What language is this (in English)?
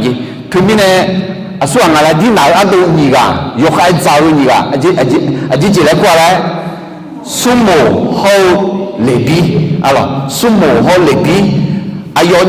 Akha